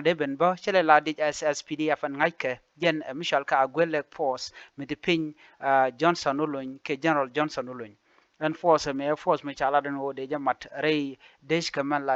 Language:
Nuer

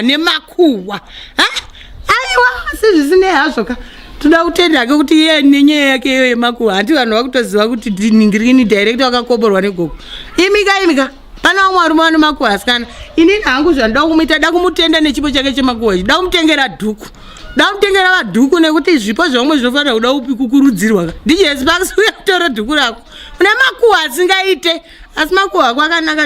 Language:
Shona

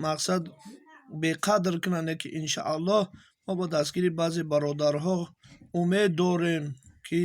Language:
Tajik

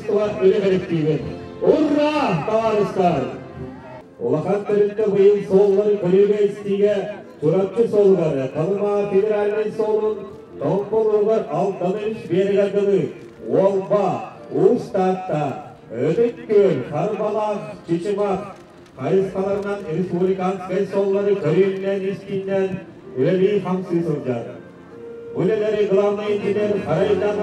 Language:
Yakut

